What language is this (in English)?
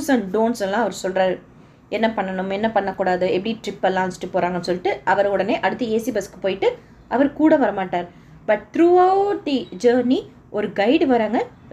Tamil